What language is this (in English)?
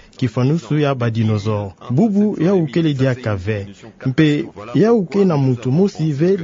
Kituba (Democratic Republic of Congo)